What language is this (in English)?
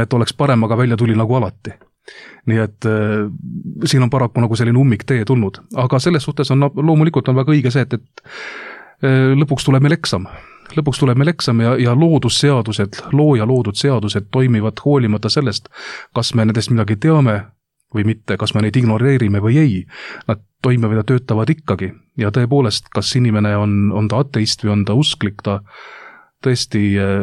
Estonian